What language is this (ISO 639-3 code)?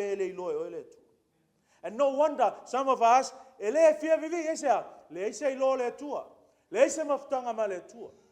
smo